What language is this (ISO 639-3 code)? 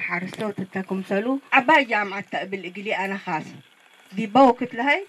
tig